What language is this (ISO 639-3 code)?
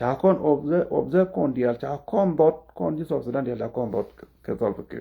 nus